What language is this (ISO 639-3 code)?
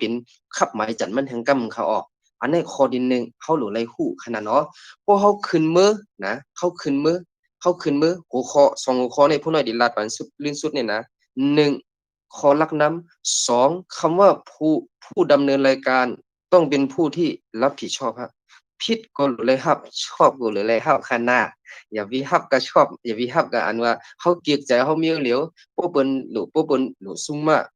shn